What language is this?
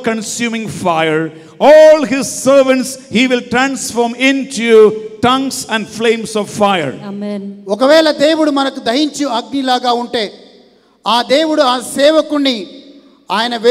Telugu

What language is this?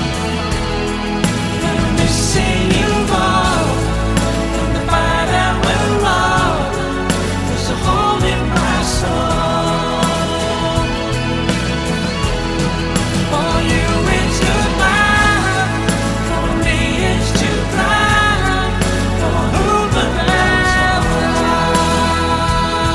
English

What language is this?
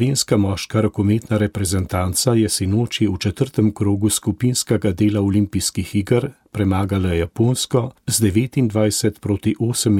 Slovenian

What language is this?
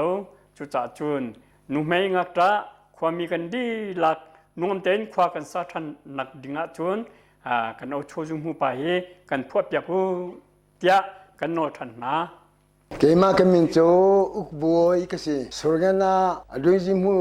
Hakha Chin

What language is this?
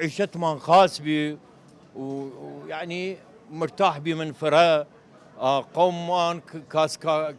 Southern Kurdish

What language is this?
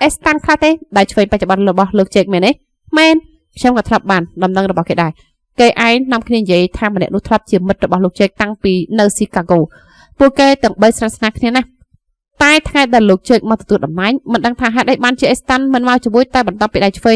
Khmer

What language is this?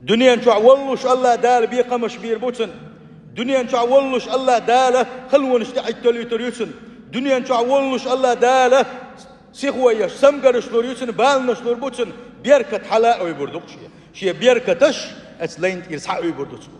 Chechen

